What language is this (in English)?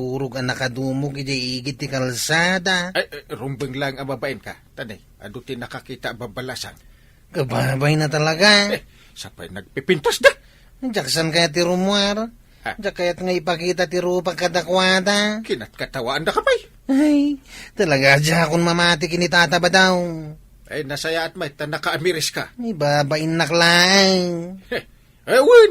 Iloko